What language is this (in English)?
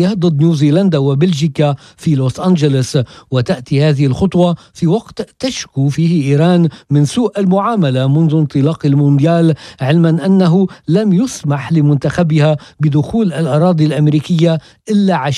Arabic